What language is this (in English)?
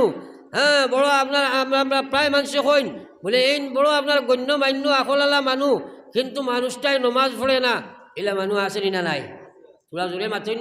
Sylheti